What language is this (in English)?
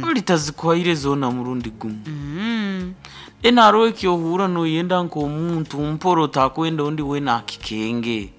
Nyankole